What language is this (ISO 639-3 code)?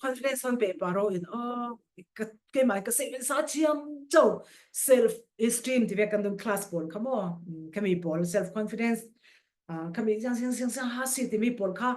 cfm